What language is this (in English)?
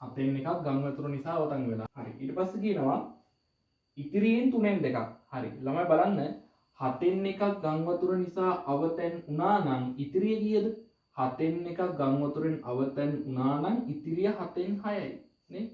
Sinhala